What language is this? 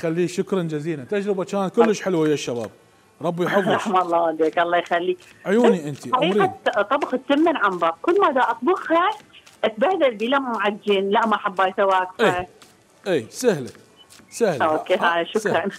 Mesopotamian Arabic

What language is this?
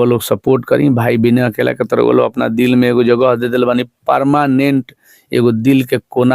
Bhojpuri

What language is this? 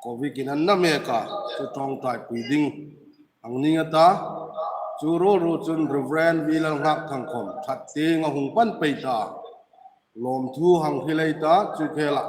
Hmar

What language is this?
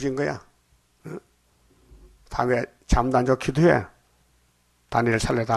Korean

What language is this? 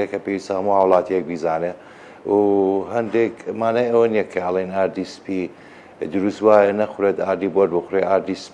Central Kurdish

